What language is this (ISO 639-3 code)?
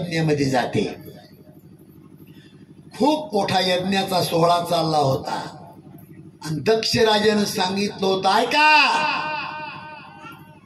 mar